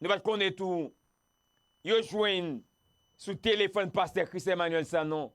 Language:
Haitian Creole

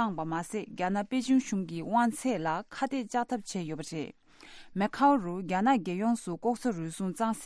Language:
Tibetan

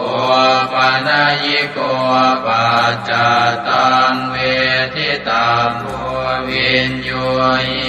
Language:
Pali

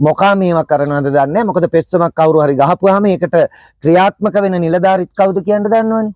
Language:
Sinhala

